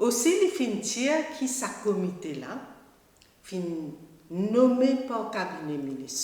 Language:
Morisyen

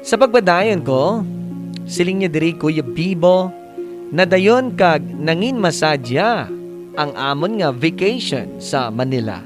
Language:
Hiligaynon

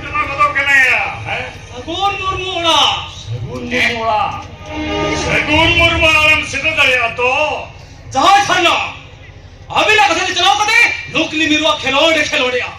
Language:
Santali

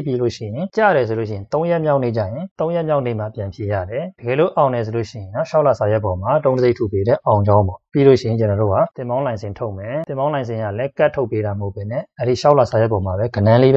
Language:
Burmese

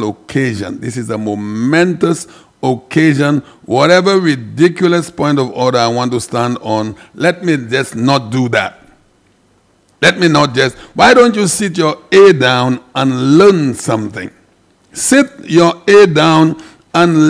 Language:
English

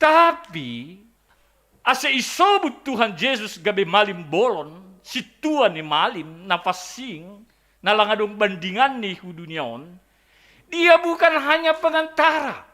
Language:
Batak Simalungun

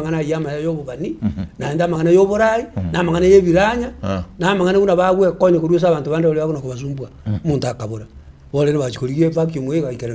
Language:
Gusii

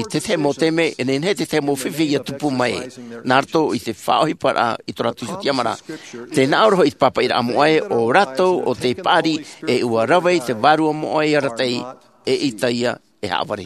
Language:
Tahitian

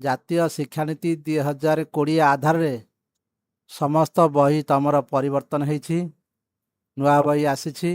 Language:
Odia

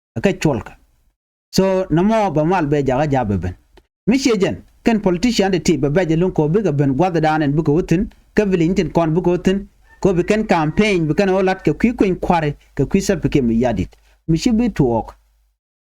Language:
Nuer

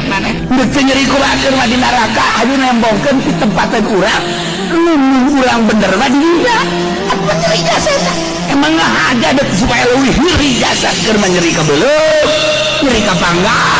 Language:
Sundanese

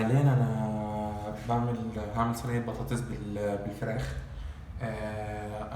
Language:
Egyptian Arabic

